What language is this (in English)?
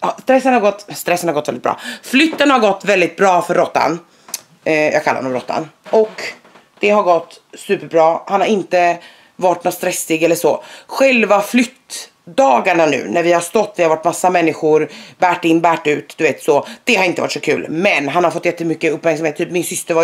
Swedish